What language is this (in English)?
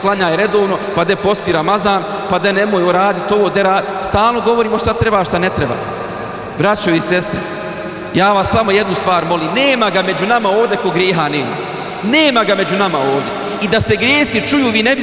Bosnian